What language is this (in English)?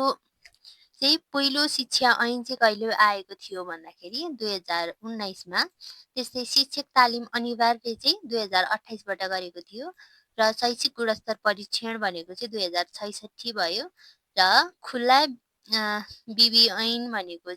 Nepali